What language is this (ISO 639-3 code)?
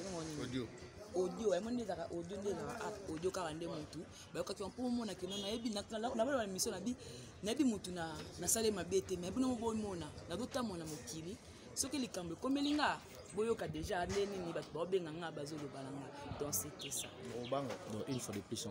lin